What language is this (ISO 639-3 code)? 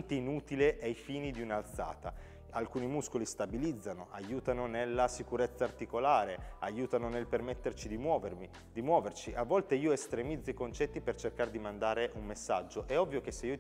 ita